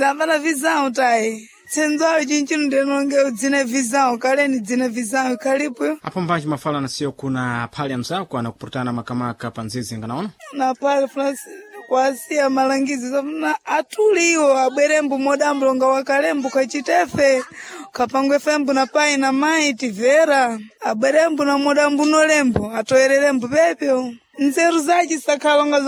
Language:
Sena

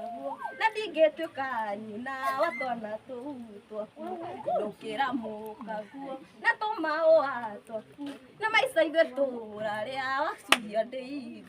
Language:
Kikuyu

